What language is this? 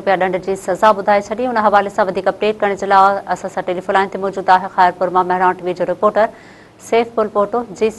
Sindhi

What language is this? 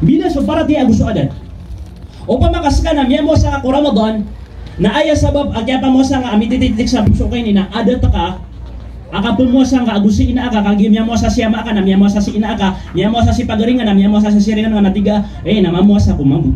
Maranao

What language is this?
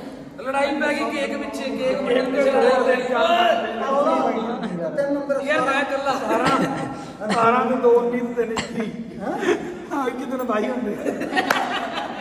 Punjabi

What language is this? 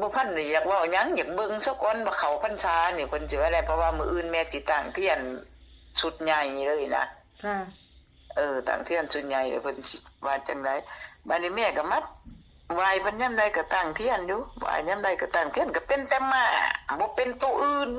Northeastern Thai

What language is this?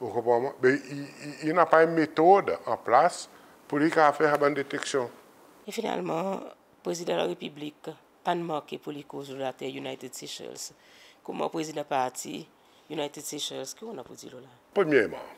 Seselwa Creole French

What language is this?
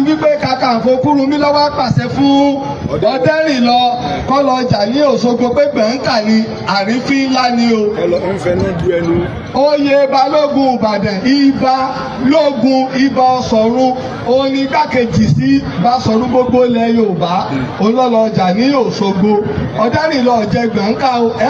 Yoruba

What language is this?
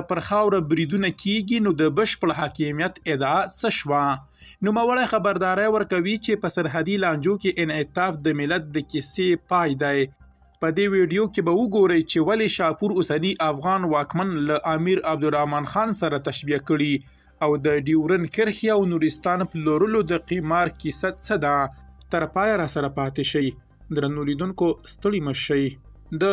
Pashto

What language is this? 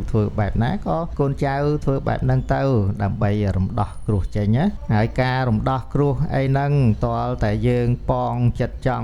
Khmer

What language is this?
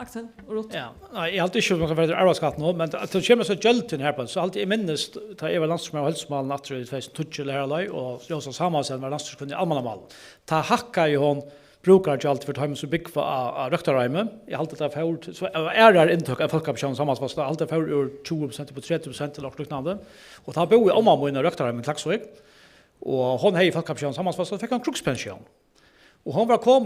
Faroese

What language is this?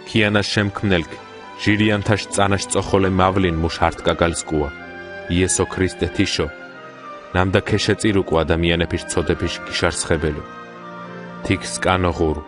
Mingrelian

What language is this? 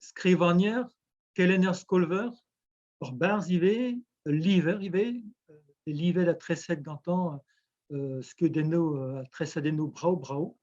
Breton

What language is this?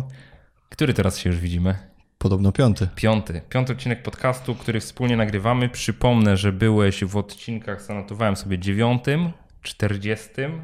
Polish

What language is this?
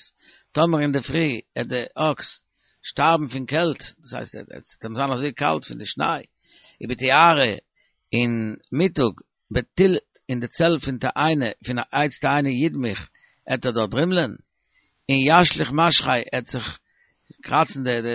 Yiddish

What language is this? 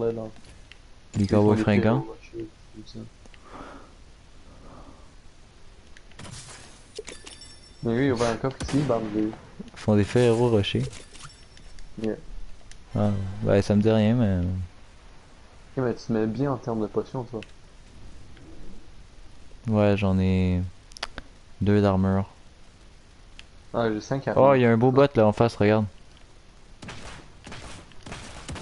French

